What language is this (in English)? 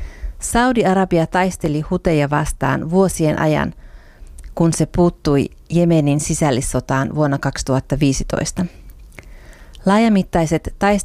Finnish